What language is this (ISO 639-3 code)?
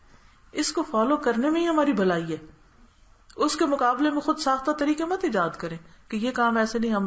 urd